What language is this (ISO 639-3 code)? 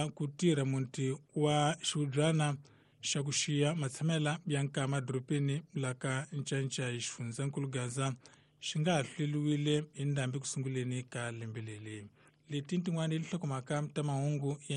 tso